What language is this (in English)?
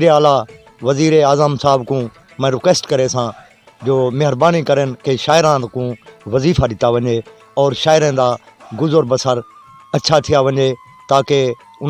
Saraiki